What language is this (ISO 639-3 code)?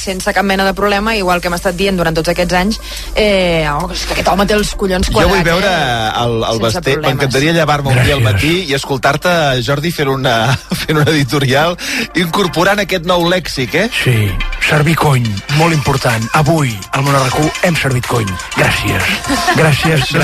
cat